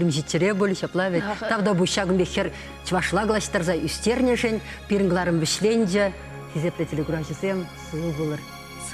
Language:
Chuvash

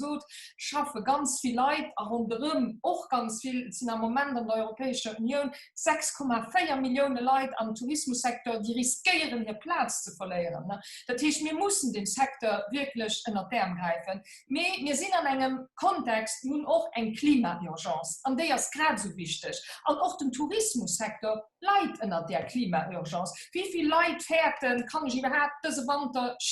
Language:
Luxembourgish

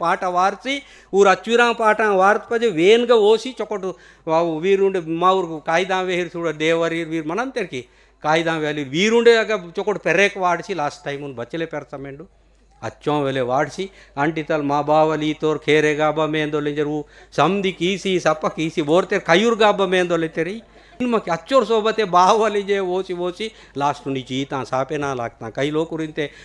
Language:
Gondi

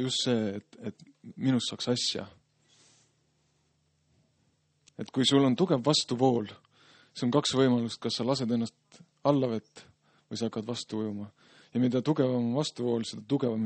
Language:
Estonian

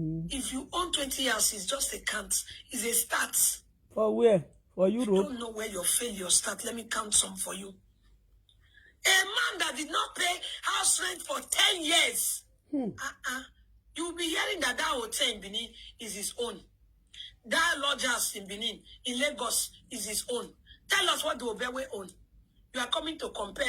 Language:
Nigerian Pidgin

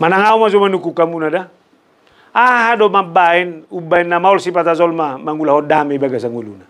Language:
Batak Toba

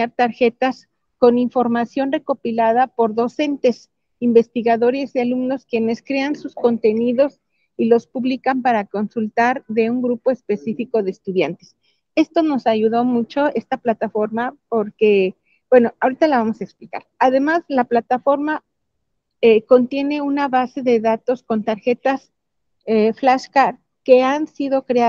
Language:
Spanish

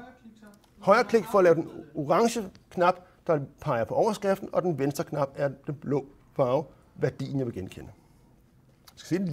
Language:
Danish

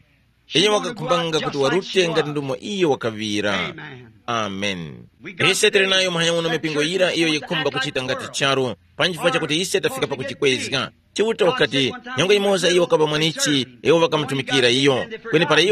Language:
Tumbuka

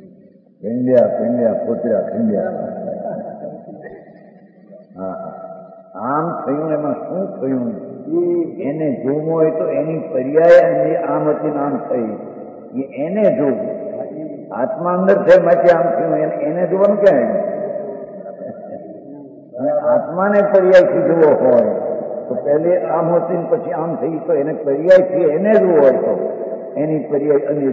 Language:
Gujarati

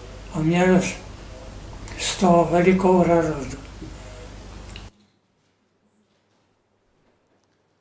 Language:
Czech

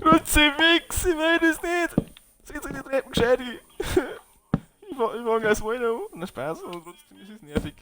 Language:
Bavarian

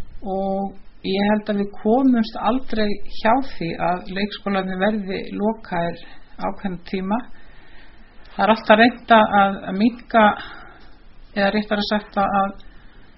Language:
Icelandic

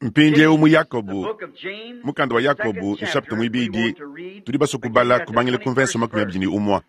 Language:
Luba-Lulua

